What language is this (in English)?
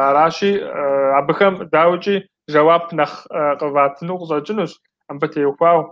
Kabardian